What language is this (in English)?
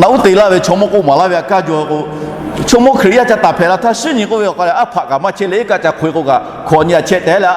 Lahu